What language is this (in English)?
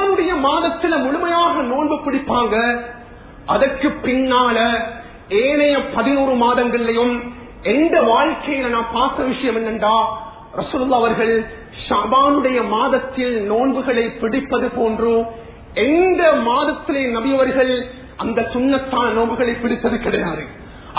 Tamil